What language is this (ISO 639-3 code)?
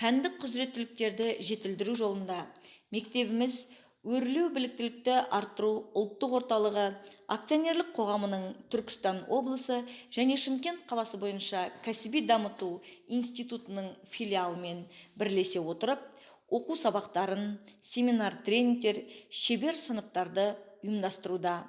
kaz